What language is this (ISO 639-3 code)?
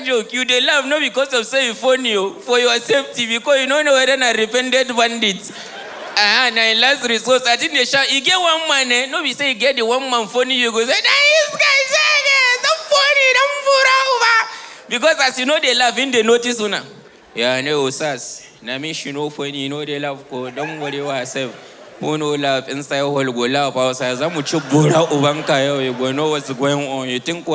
pcm